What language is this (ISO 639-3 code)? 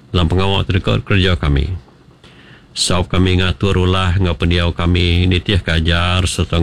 iba